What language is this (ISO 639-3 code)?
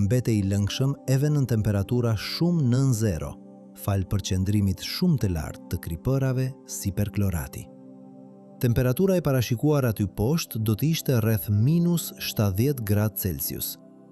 sqi